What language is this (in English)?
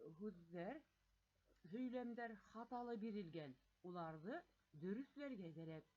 Bashkir